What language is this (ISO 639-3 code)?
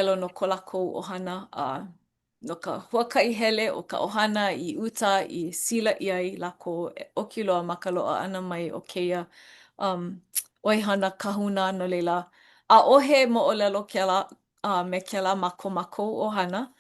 haw